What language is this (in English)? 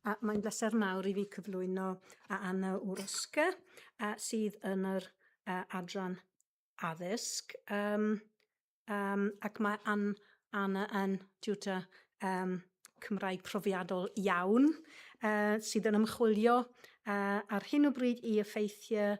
Welsh